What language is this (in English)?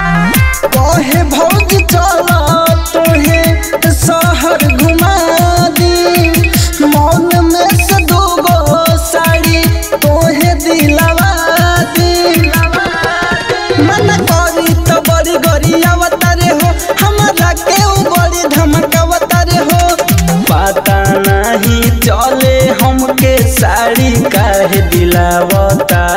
Bhojpuri